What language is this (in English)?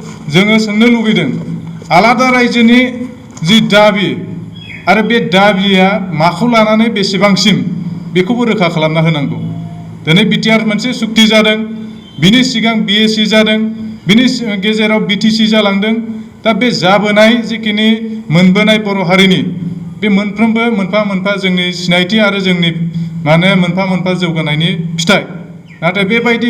Bodo